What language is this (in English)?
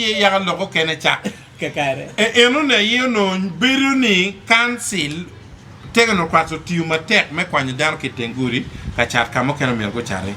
Acoli